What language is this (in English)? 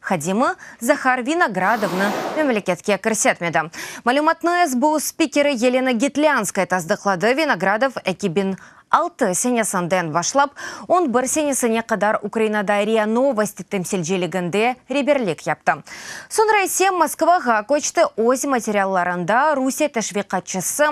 Crimean Tatar